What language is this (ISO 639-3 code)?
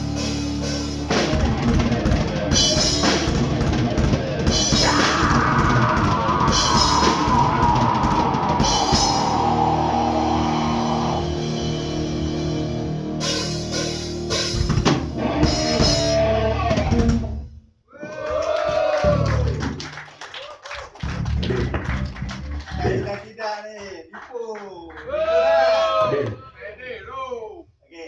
msa